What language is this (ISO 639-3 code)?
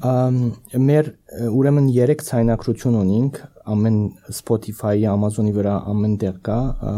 hye